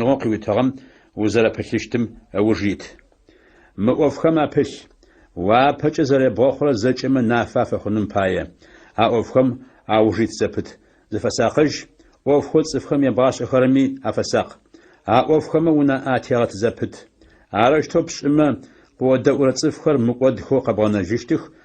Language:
Adyghe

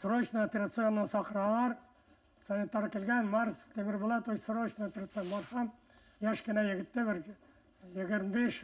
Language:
Bashkir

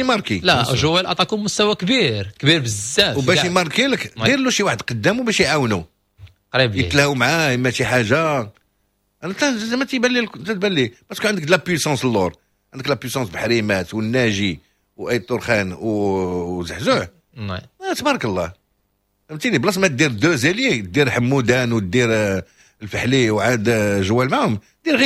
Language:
Moroccan Arabic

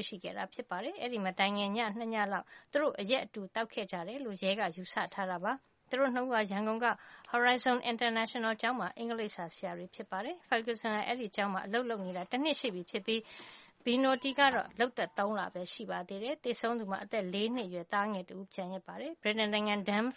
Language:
Burmese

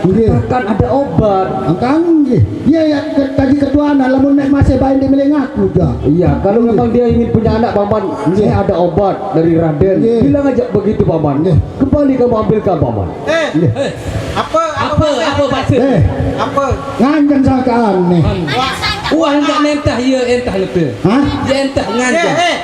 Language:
Sasak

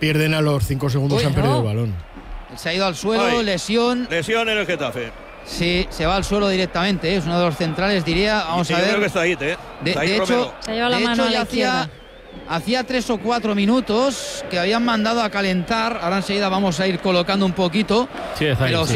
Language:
Spanish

